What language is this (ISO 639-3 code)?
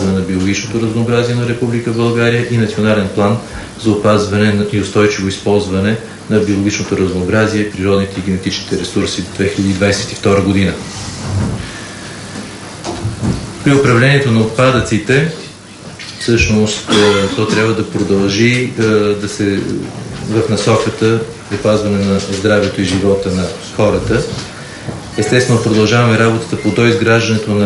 bul